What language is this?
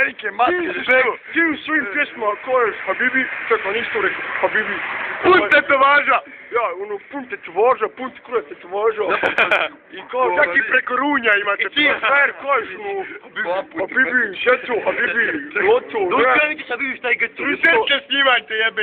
Bosnian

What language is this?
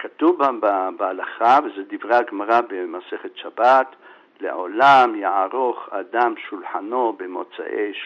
Hebrew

